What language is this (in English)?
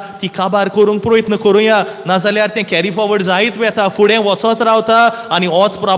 Konkani